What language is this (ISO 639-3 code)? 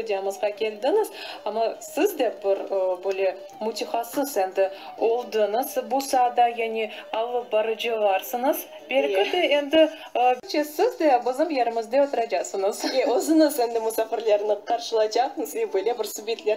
crh